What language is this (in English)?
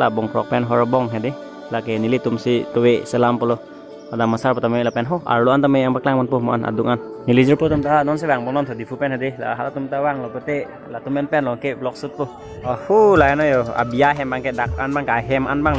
Karbi